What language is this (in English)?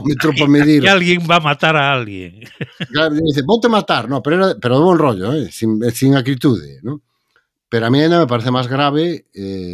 Galician